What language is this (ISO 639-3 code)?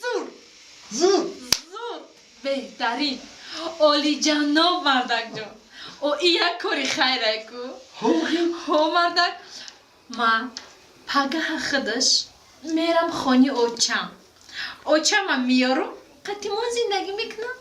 tgk